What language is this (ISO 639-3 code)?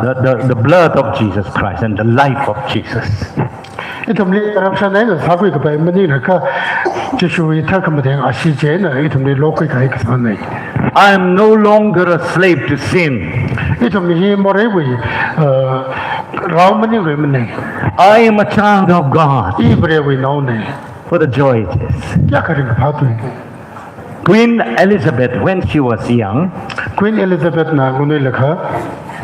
nmf